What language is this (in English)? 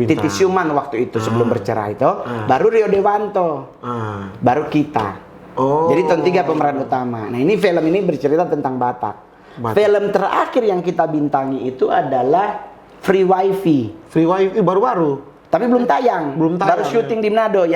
Manado Malay